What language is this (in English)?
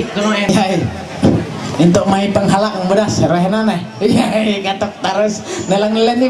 Ma'anyan